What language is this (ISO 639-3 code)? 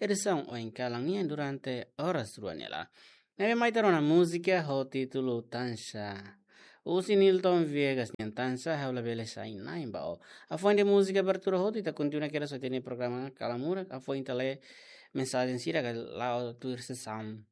tet